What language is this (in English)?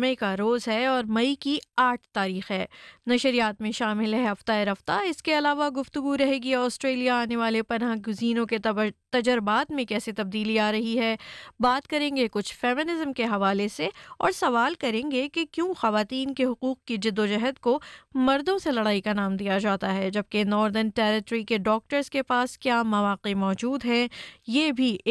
Urdu